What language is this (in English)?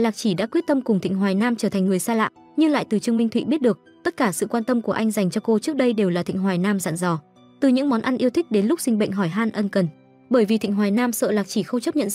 Vietnamese